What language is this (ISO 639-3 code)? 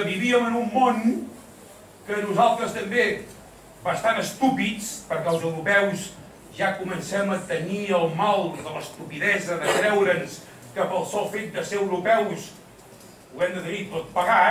cat